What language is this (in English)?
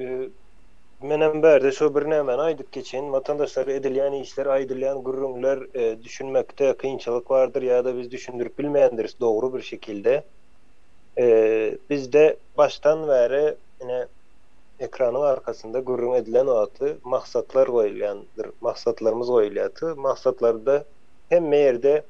Turkmen